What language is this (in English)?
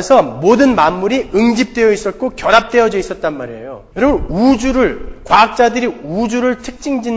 Korean